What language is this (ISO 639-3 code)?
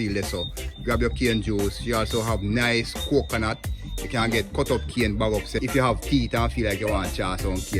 jam